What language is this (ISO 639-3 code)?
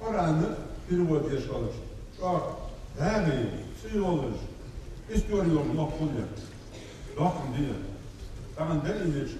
inh